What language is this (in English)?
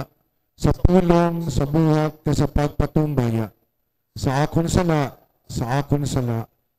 Hiligaynon